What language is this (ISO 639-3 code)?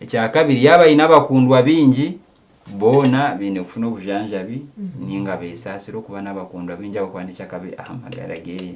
nyn